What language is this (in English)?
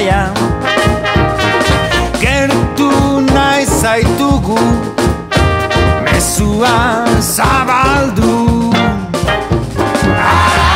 Basque